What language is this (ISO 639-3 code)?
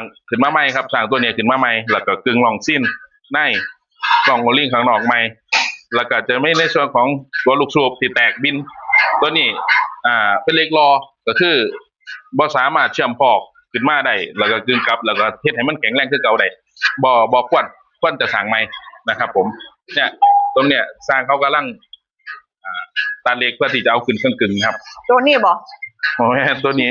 lao